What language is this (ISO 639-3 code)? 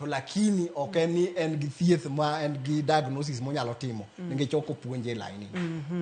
luo